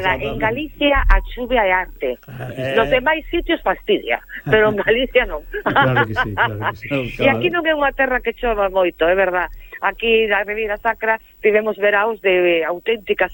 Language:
Galician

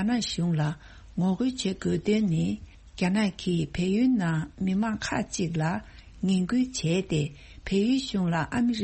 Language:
Tibetan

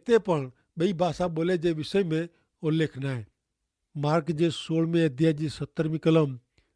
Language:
Kachhi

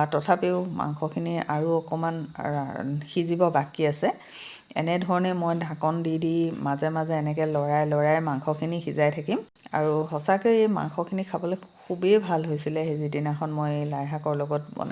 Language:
Assamese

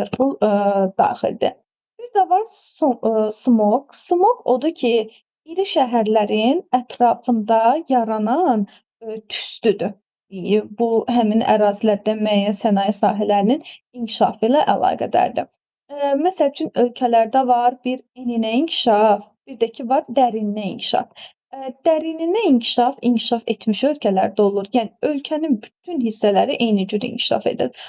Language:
Azerbaijani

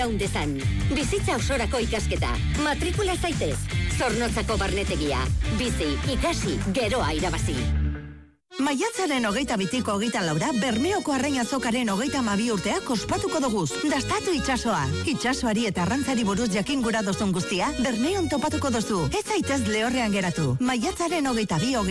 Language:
Basque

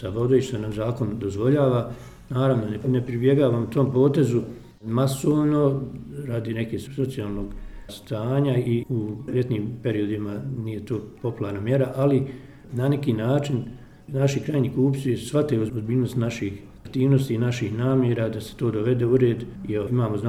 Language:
Bosnian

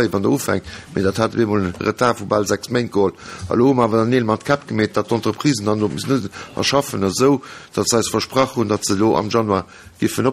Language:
Luxembourgish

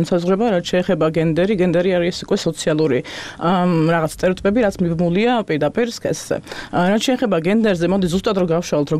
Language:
Georgian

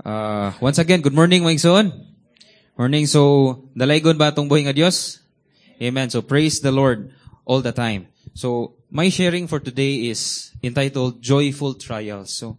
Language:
Cebuano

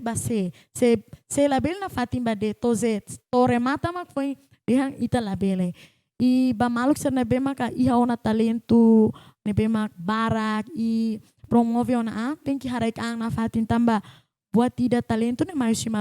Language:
Tetum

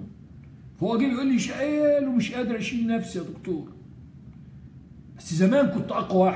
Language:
Egyptian Arabic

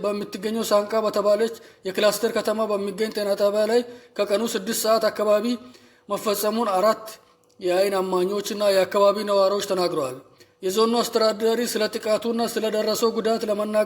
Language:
Amharic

